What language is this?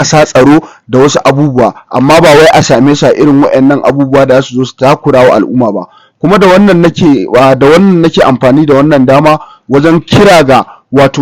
Hausa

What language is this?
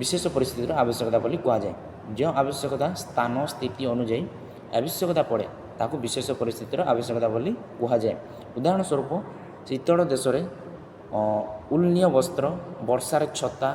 Odia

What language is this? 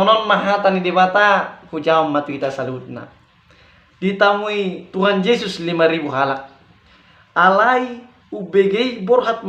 Batak Toba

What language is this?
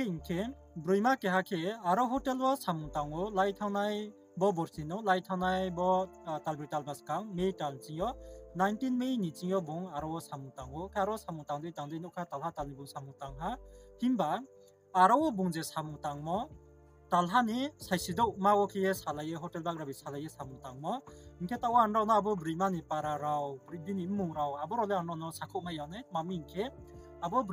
Riang (India)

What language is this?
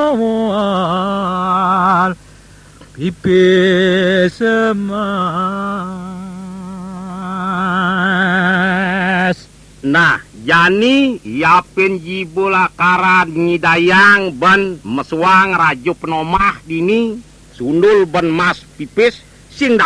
Balinese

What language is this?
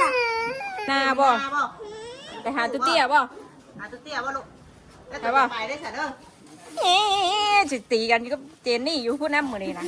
Northeastern Thai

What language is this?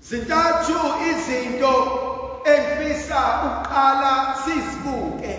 Zulu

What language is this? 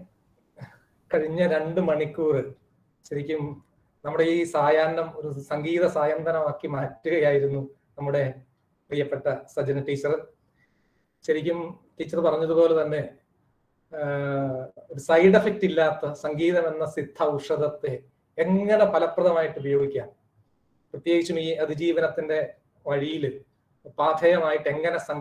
Malayalam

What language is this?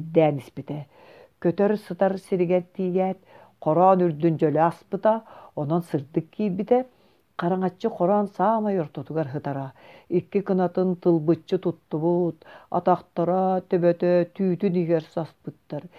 Yakut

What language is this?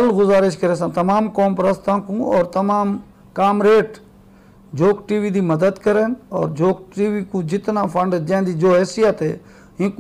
Saraiki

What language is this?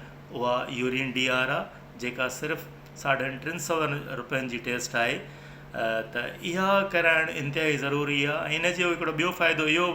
Sindhi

